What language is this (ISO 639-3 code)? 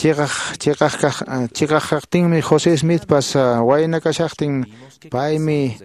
que